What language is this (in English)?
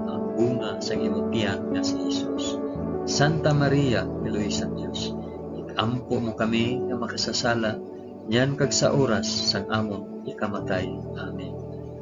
Hiligaynon